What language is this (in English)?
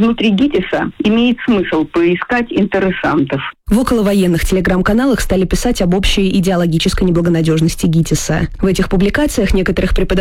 Russian